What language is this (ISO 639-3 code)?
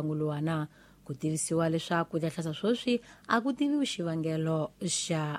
tso